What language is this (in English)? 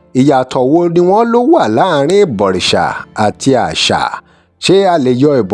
Yoruba